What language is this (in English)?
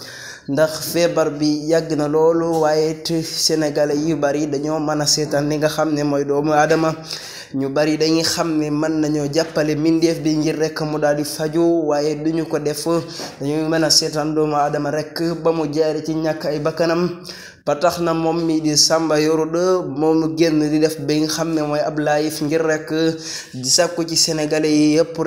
Wolof